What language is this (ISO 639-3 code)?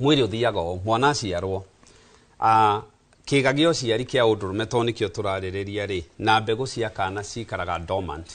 kik